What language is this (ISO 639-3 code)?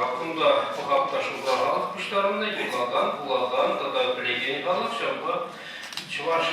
chv